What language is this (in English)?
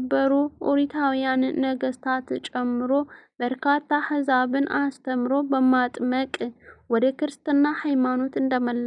Amharic